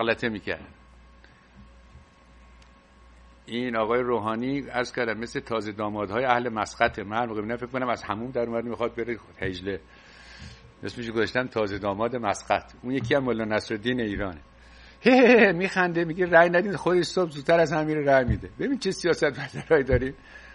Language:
Persian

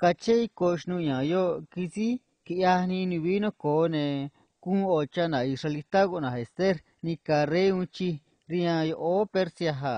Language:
Copala Triqui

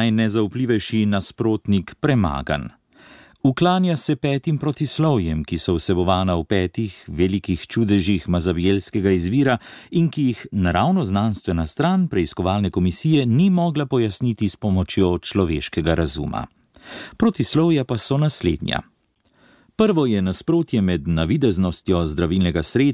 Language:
Slovenian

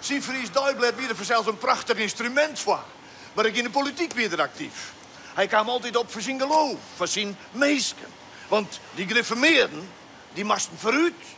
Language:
Western Frisian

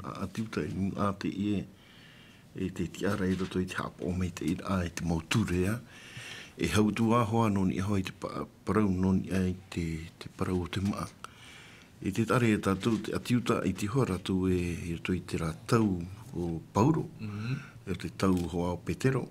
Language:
Tahitian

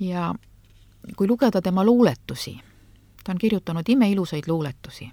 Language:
Estonian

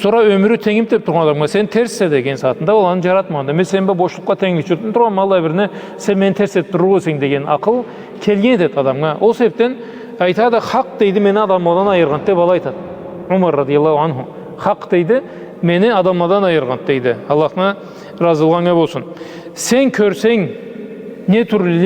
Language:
Karachay-Balkar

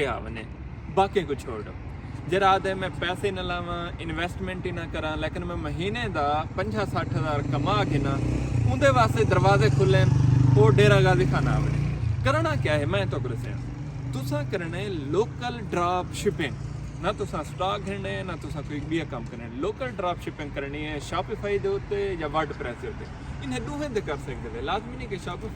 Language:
Saraiki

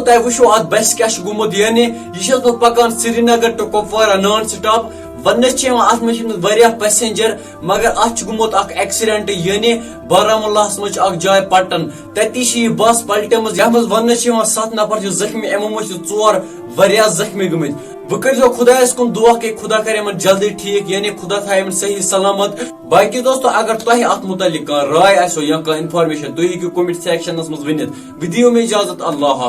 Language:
Kashmiri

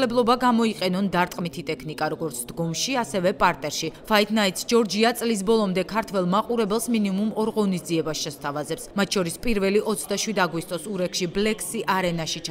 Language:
Georgian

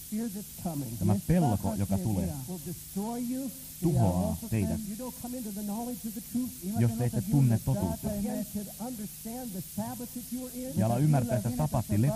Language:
Finnish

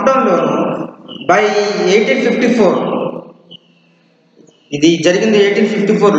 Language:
Telugu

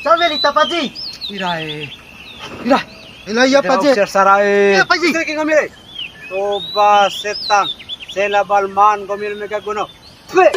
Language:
Bima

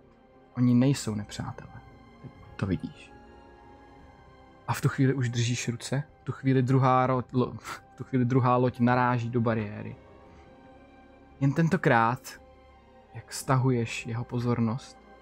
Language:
Czech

